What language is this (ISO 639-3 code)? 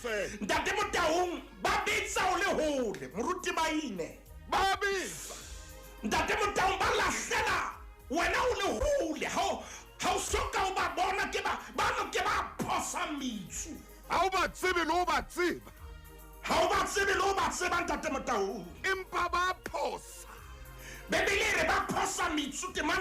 sot